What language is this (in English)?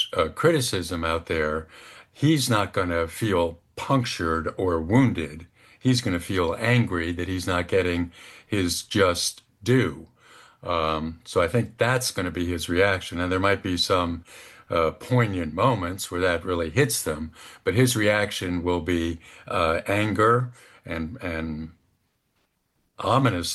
English